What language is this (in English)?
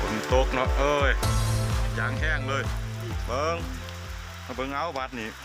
Lao